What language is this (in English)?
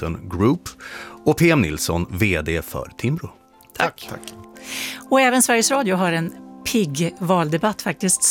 Swedish